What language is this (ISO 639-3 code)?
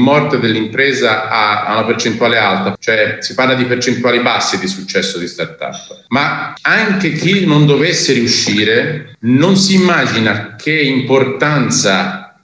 ita